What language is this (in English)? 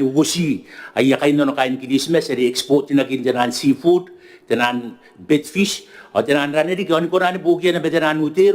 Gilbertese